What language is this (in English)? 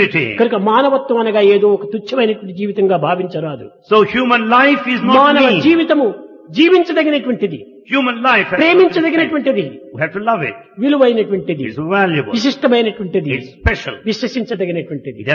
Telugu